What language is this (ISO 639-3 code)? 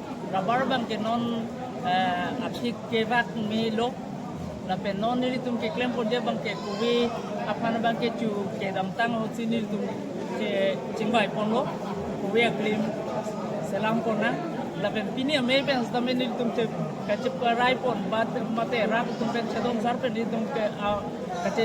mjw